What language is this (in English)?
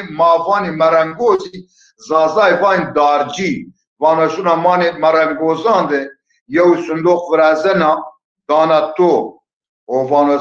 Zaza